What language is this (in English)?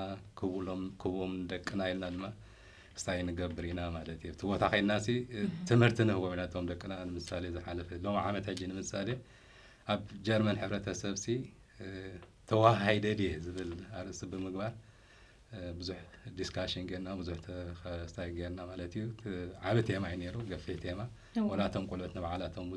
Tigrinya